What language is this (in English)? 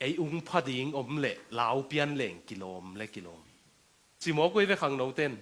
Tedim Chin